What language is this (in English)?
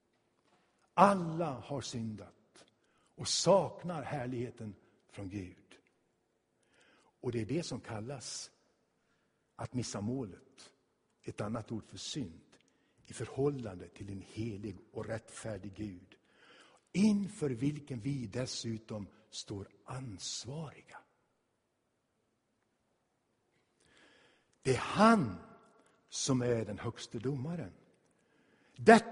Swedish